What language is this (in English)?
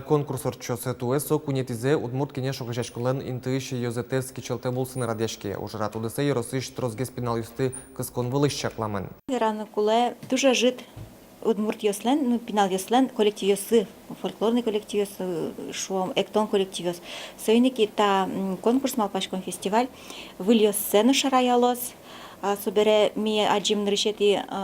Udmurt